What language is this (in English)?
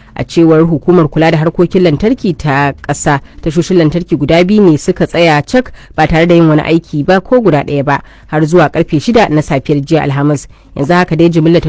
Hausa